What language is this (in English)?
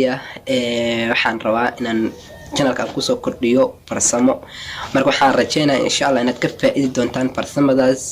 Somali